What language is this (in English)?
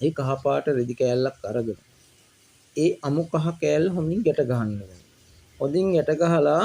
Sinhala